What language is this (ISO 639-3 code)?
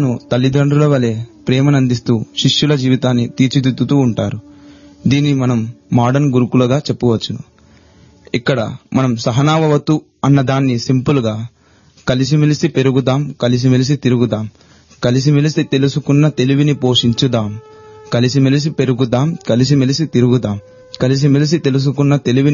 tel